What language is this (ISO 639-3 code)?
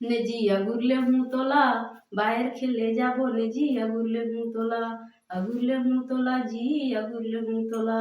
hne